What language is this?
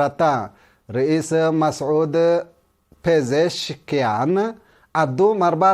Tigre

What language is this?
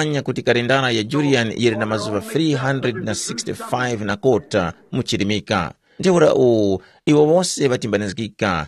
Tumbuka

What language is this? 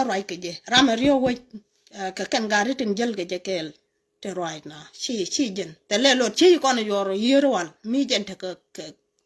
Nuer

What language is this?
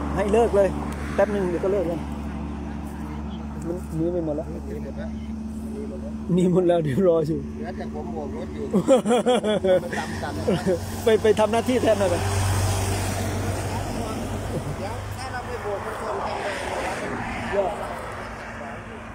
Thai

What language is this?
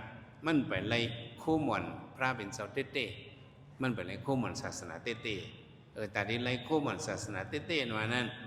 Shan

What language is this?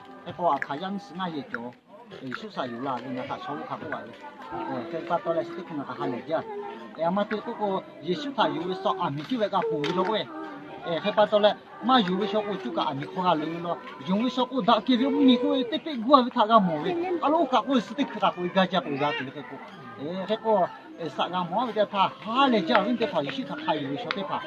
Lahu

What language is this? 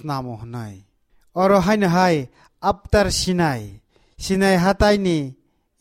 Kok Borok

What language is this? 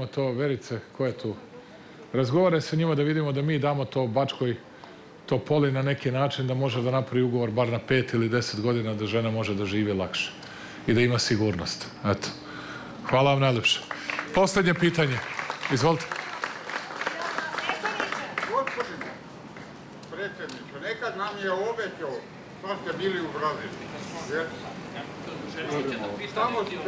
Serbian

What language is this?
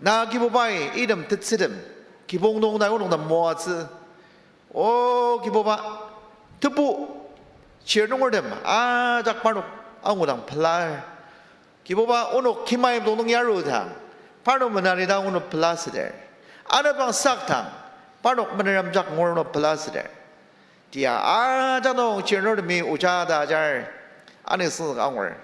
Ao Naga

